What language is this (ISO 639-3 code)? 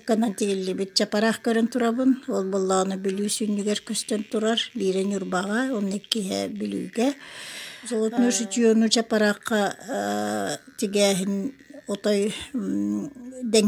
sah